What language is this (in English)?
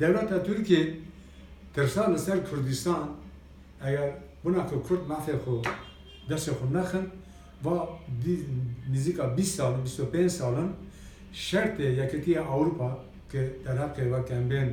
Kurdish